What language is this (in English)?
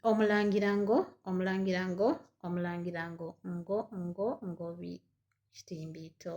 Soga